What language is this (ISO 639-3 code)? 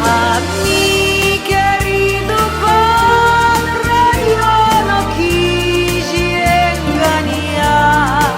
lad